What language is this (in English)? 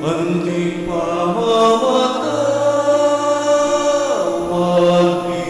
Pampanga